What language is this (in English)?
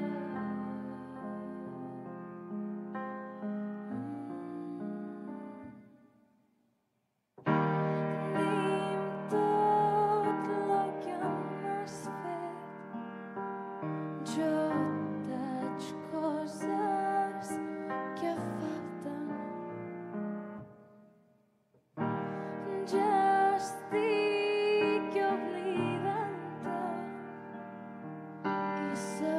Catalan